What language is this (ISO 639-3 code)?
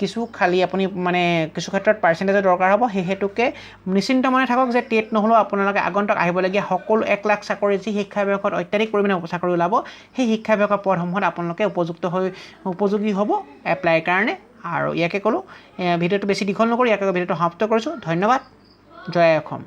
asm